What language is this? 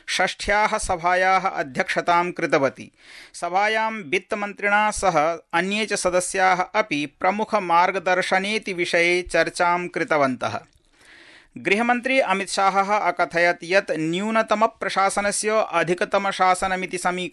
Sanskrit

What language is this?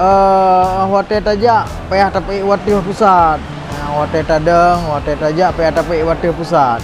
Achinese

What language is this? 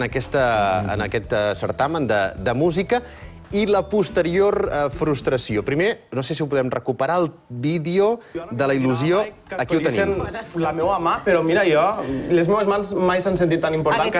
Catalan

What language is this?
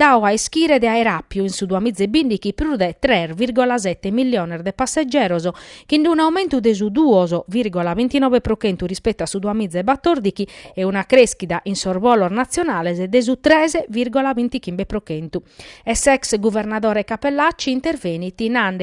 Sardinian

